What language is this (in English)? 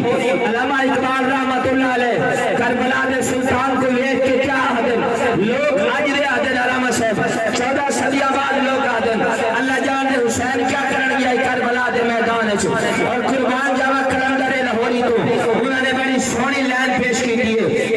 Saraiki